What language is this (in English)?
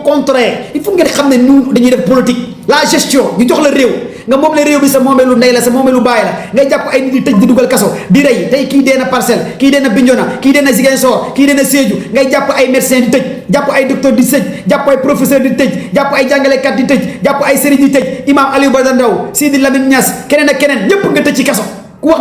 Wolof